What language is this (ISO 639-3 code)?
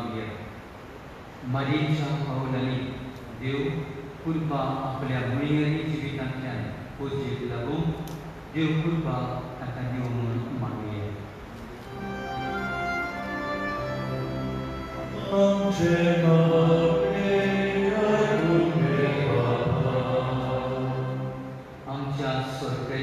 kok